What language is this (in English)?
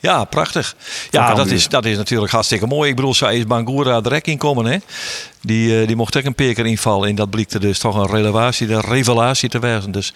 Western Frisian